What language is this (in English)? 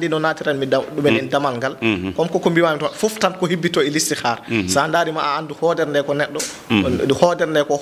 Fula